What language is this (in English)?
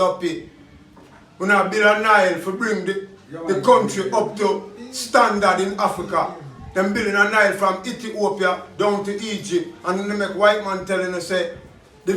Jamaican Creole English